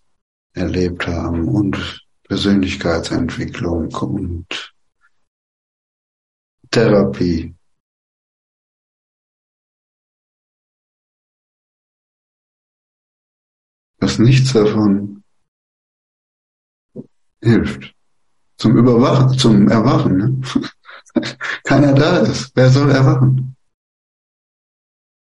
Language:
German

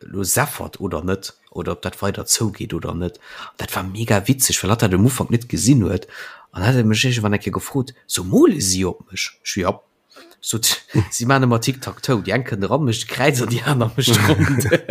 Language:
Luxembourgish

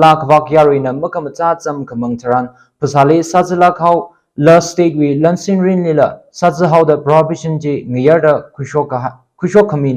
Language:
Tangkhul Naga (India)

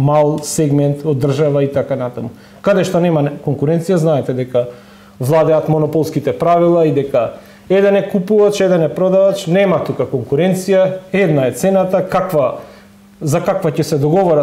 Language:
Macedonian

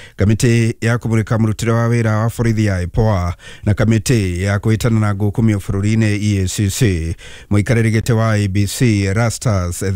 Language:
Kikuyu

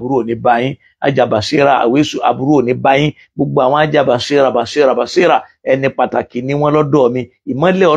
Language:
Yoruba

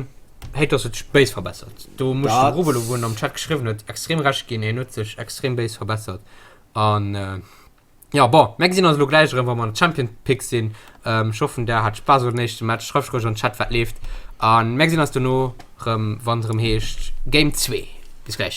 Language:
Luxembourgish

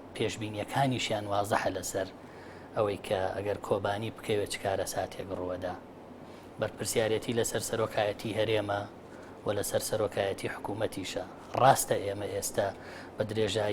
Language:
Central Kurdish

